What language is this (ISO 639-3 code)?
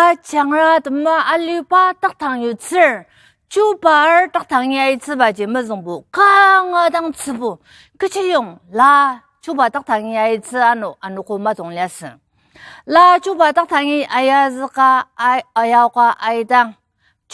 njo